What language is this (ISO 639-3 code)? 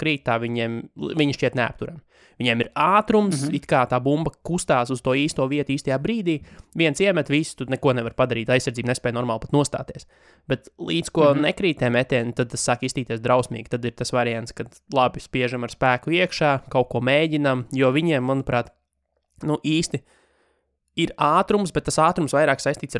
lav